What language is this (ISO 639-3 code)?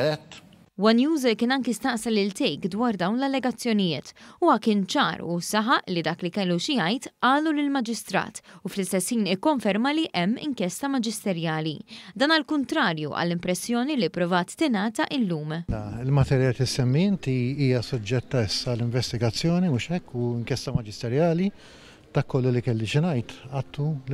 mlt